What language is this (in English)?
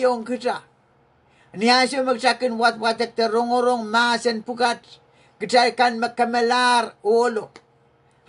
Pohnpeian